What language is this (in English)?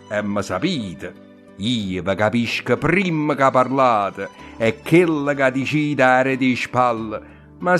Neapolitan